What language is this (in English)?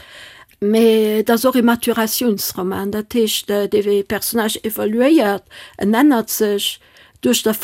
Luxembourgish